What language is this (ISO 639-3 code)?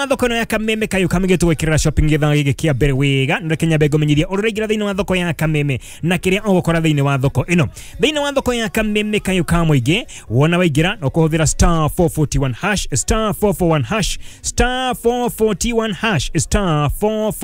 kik